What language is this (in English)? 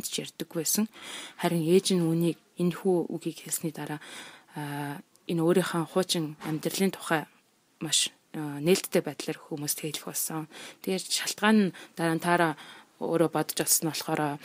Mongolian